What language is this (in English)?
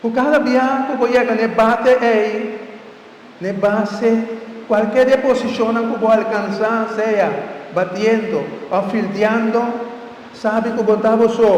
Papiamento